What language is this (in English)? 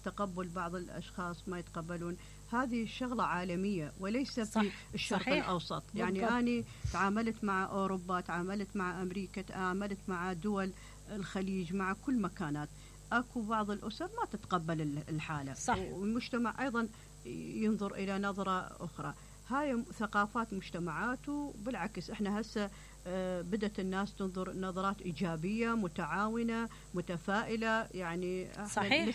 Mesopotamian Arabic